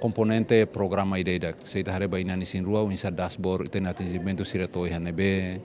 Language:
Tetum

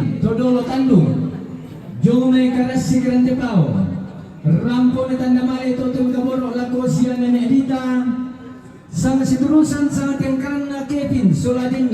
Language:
Toraja-Sa'dan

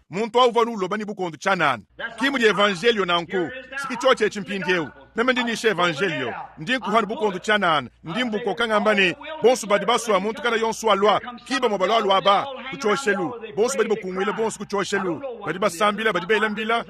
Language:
Luba-Lulua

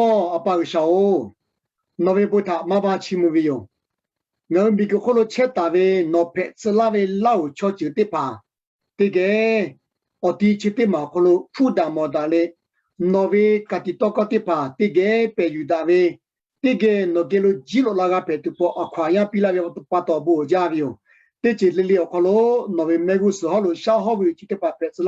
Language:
Lahu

